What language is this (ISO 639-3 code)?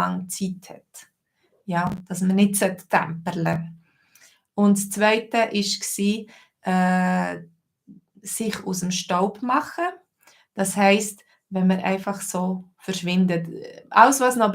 gsw